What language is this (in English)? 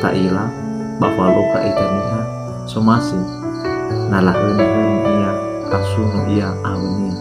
Nias